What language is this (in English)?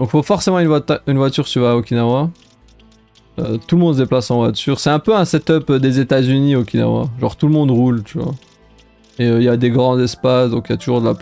French